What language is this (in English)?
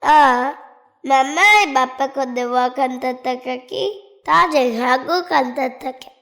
Divehi